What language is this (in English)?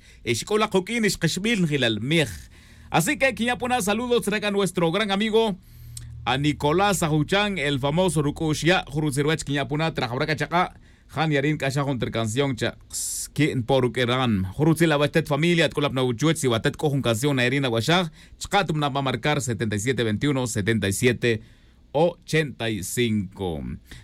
Tz'utujil